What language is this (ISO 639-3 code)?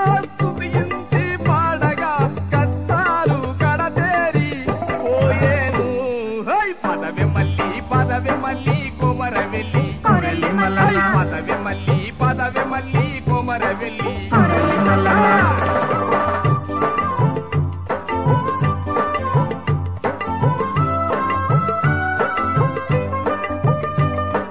tel